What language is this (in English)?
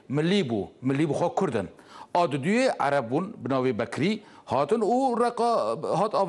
Kurdish